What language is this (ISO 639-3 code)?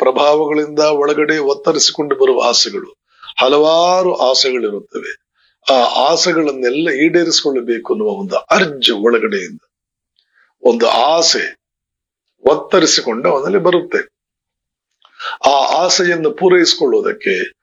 kan